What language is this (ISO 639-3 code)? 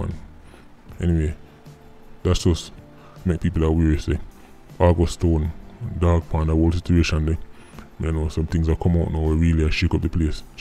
jam